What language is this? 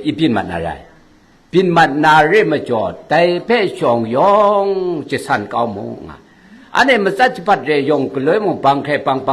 Kachin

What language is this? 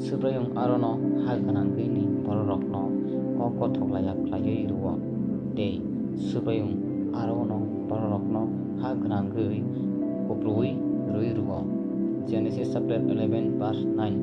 Kok Borok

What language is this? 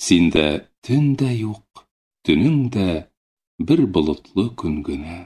Tatar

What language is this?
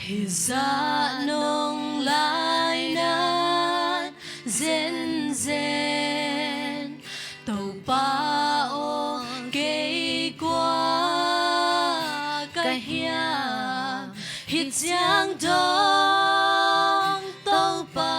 Tedim Chin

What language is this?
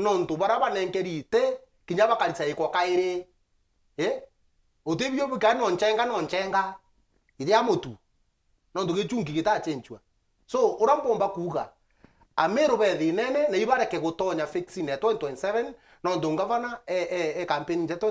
Meru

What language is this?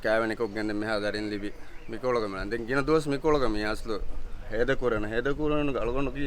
Divehi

